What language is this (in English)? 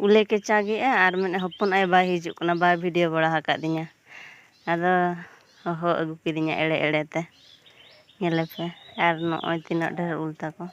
Santali